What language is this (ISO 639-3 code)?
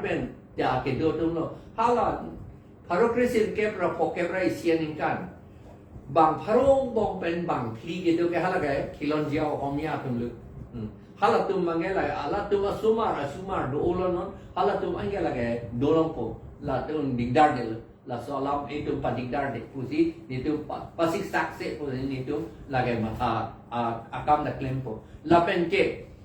mjw